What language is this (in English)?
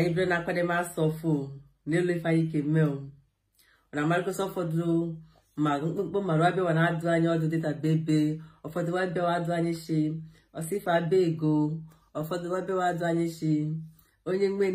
Igbo